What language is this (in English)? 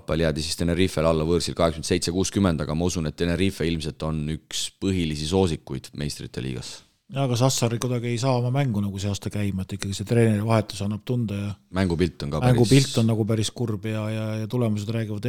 Estonian